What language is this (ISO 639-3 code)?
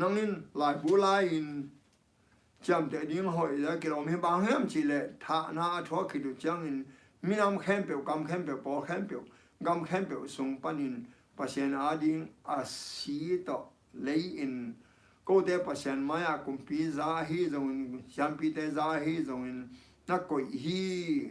ctd